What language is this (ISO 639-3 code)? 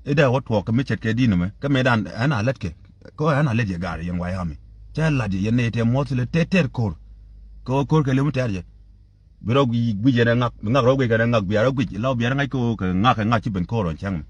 nus